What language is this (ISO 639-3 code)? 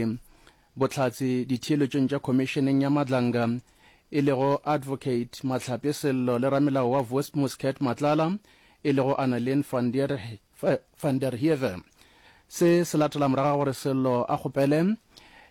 nso